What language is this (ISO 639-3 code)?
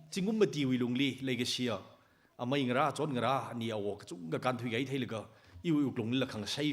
nmf